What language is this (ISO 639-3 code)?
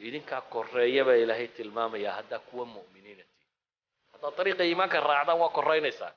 som